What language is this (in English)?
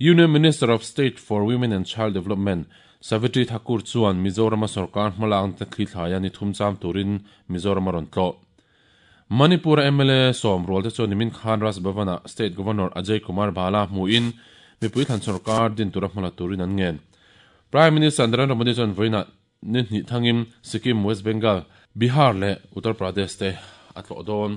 Mizo